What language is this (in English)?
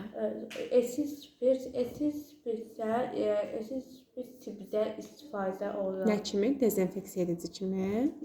Azerbaijani